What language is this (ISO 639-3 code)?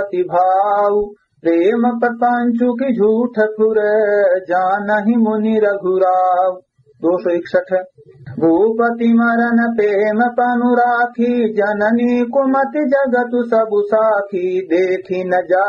awa